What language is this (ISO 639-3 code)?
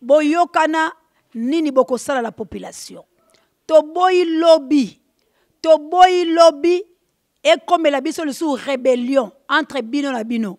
lin